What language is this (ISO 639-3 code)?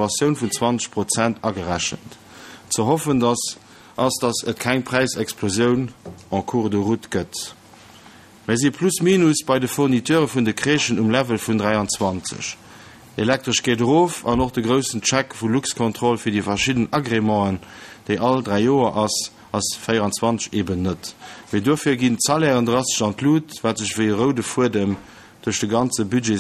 ltz